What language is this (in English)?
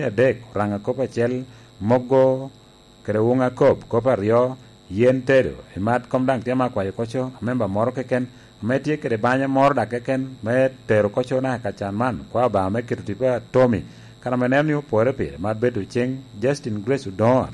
Lango (Uganda)